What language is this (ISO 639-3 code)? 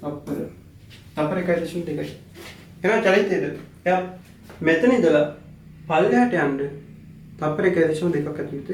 sin